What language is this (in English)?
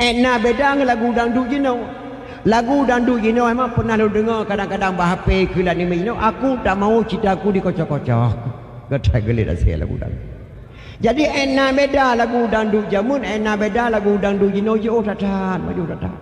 Achinese